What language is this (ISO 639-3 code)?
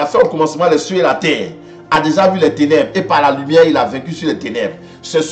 fra